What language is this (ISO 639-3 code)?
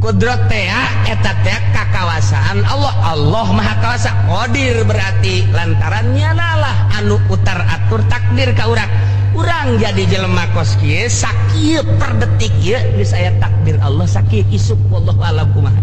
sun